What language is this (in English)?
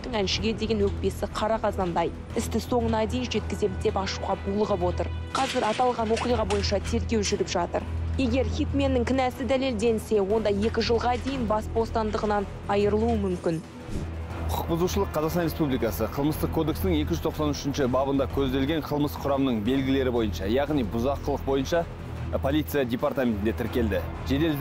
Kazakh